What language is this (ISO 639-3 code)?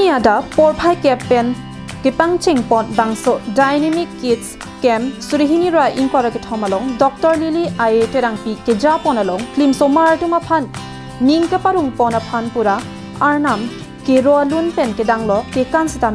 mjw